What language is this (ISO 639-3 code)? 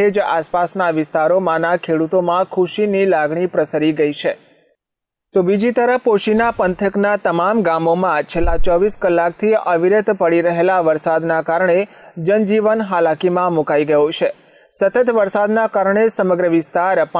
guj